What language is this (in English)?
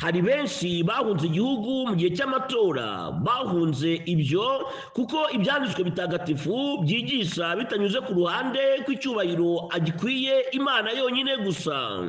Kinyarwanda